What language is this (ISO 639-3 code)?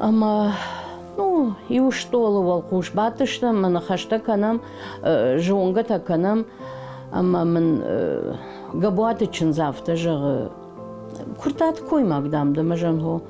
oss